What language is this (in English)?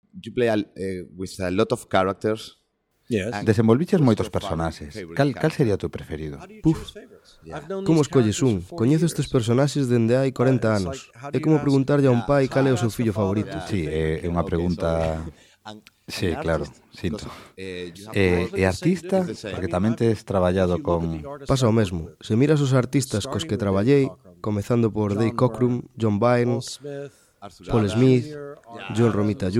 Galician